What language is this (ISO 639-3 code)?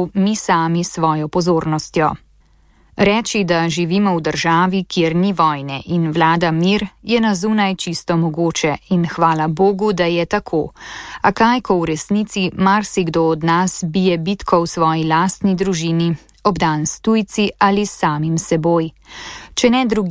slv